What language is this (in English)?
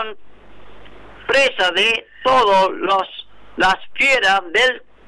Spanish